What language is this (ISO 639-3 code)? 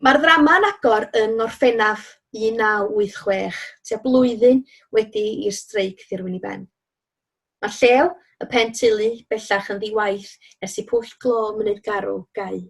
cym